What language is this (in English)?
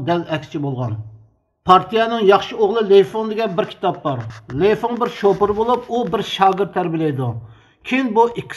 Uyghur